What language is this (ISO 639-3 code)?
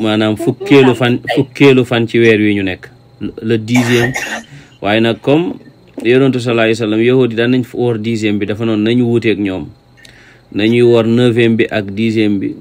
wol